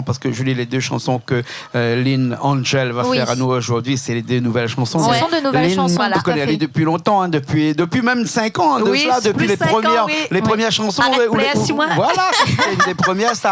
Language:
Réunion Creole French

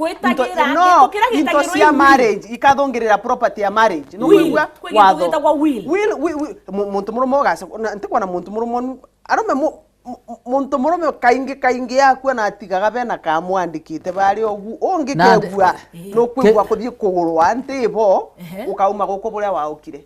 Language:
Meru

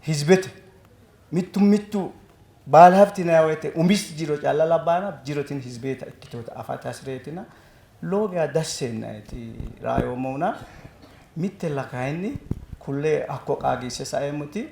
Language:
Sidamo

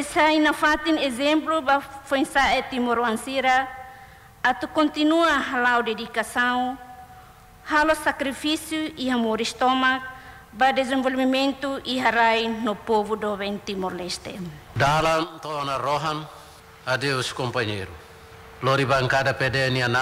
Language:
Tetum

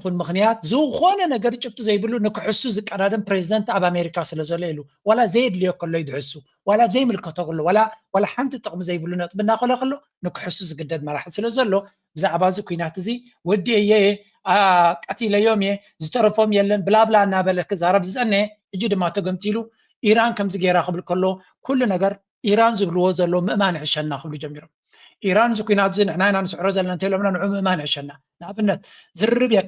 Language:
Tigrinya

